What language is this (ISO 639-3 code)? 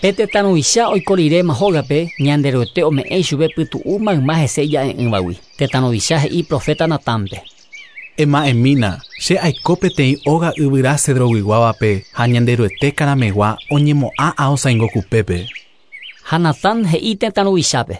grn